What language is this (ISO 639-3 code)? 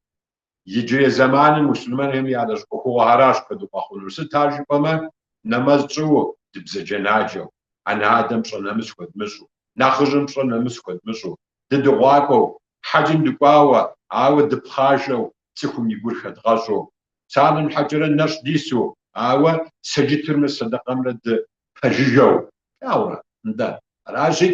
kbd